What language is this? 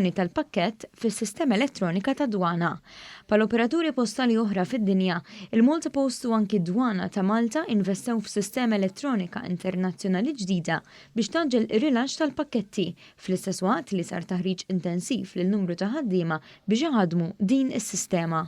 Maltese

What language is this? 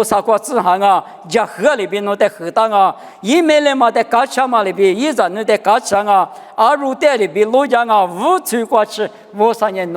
Lisu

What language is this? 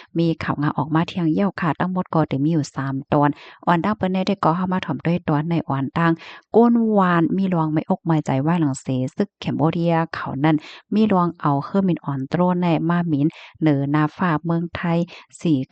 Shan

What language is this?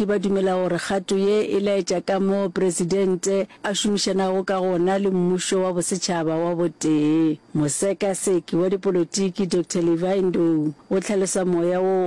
Northern Sotho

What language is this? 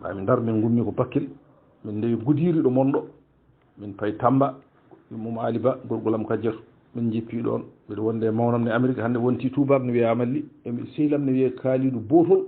Fula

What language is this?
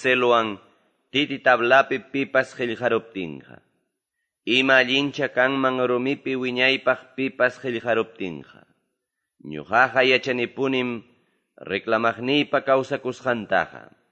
Quechua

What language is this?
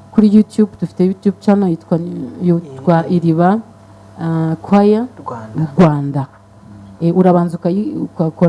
Kinyarwanda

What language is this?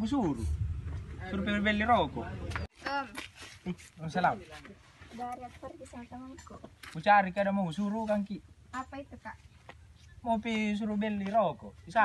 Makassar Malay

